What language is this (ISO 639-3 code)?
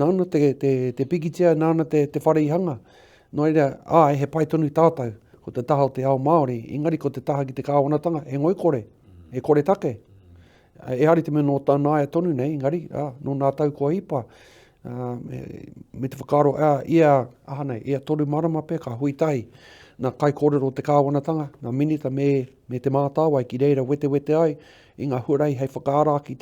mri